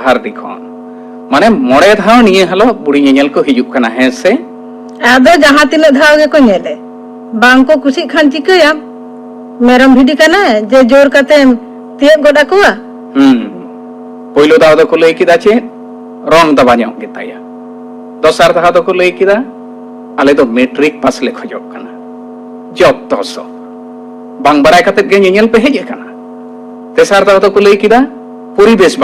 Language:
Santali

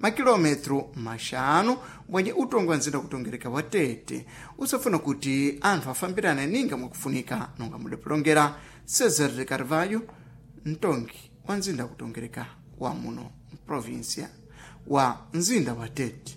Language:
Sena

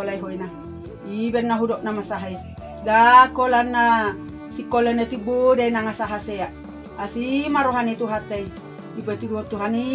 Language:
Batak Toba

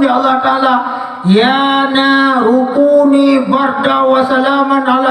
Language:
Achinese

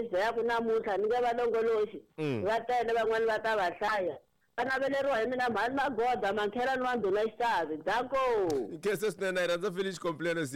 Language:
Tsonga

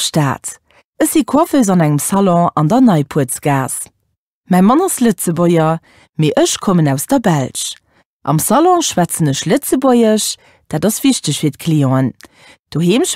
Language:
Luxembourgish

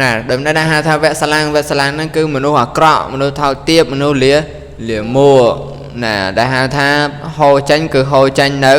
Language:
Khmer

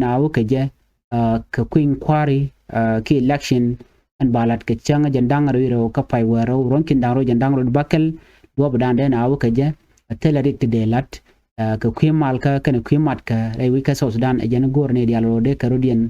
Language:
Nuer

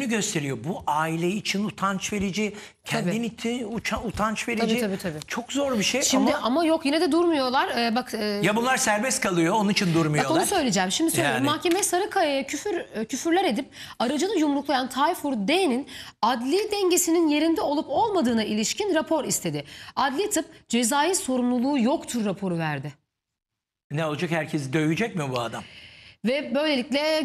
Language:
Turkish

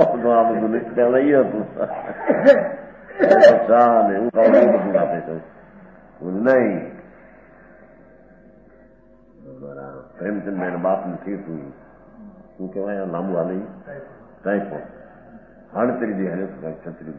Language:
Gujarati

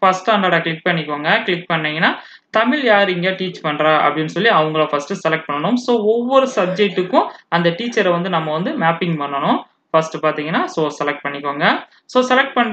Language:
Tamil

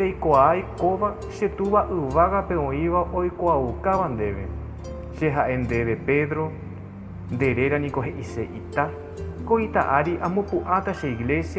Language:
Guarani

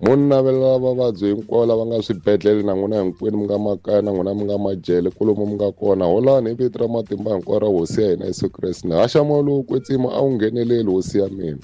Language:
Tsonga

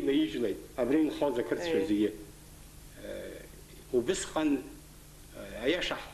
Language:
Abkhazian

